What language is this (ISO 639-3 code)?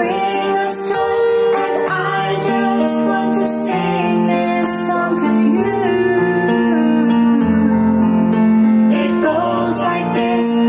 eng